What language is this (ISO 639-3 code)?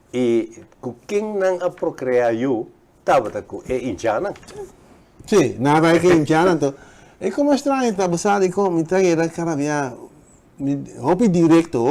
pap